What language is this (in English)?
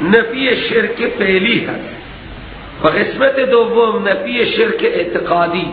Persian